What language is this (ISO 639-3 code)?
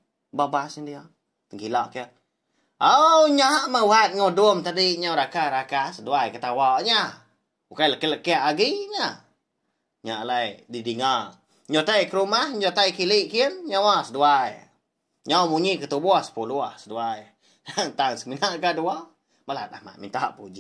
iba